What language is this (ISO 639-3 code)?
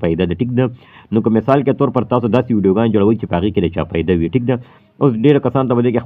pus